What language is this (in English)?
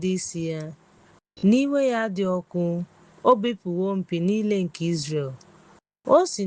Igbo